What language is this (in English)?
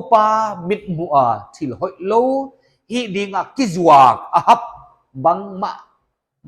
Paite Chin